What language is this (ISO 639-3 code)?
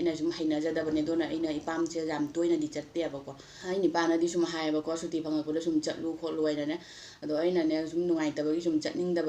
mni